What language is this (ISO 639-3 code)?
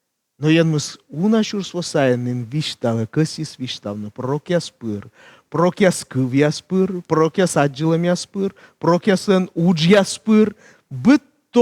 kom